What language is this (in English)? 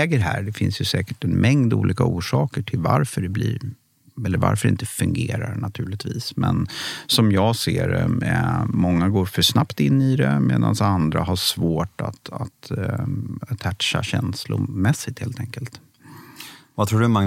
Swedish